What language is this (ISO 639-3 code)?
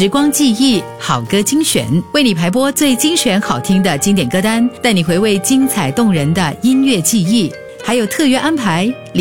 zho